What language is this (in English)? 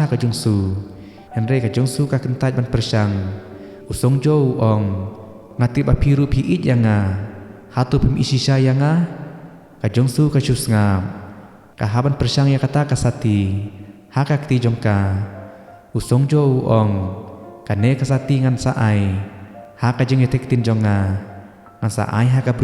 Khasi